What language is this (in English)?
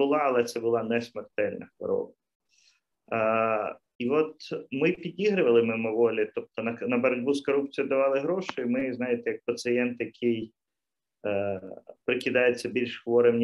Ukrainian